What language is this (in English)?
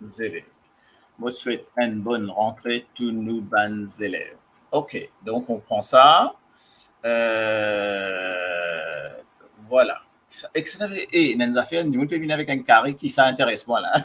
Morisyen